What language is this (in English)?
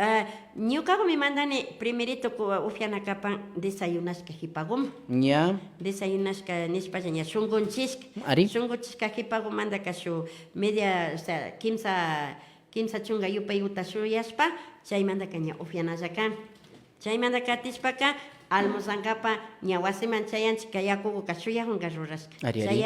Imbabura Highland Quichua